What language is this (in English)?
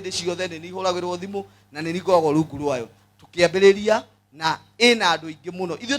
Kikuyu